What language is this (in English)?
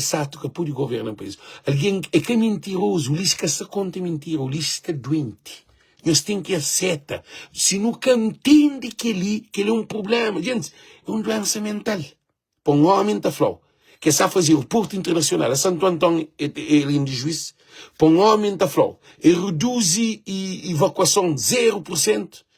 Kabuverdianu